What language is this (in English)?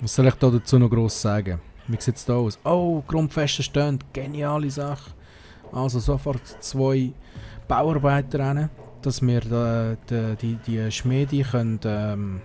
Swiss German